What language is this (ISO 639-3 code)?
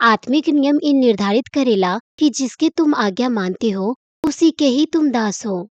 bho